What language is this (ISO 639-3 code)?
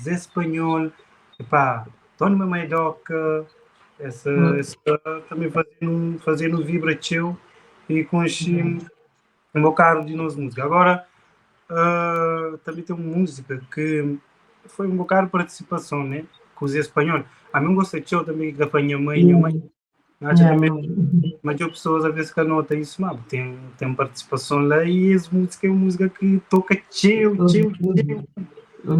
kea